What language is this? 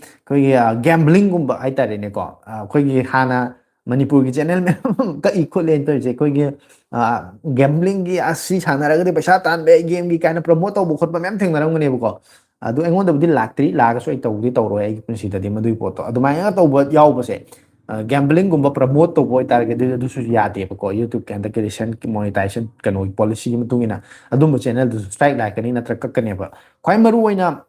Manipuri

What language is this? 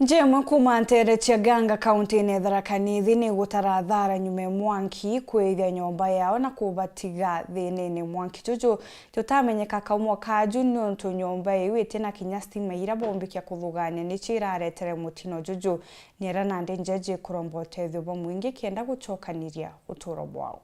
Meru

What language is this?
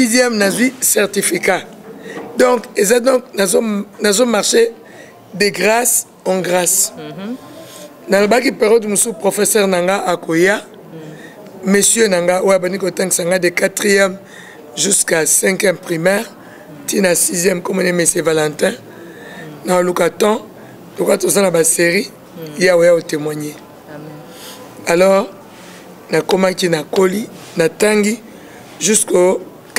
Lingala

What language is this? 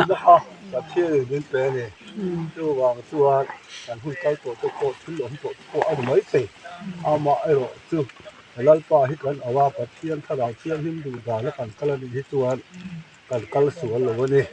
Mizo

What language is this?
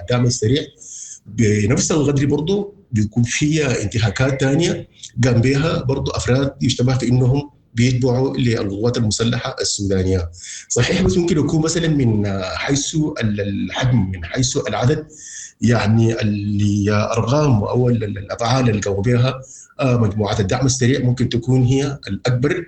Sudanese Arabic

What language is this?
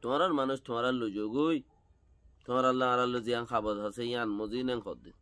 Rohingya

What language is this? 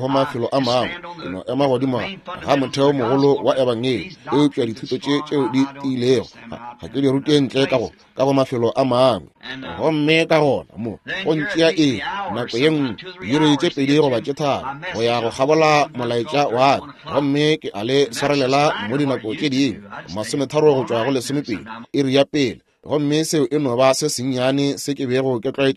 Northern Sotho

